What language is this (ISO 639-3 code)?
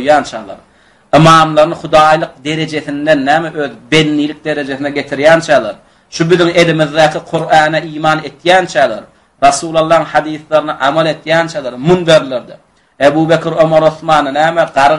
tuk